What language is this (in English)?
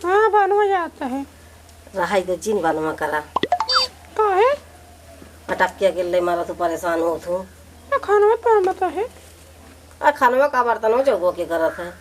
Awadhi